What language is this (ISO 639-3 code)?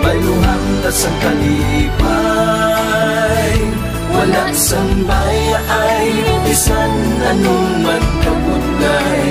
hil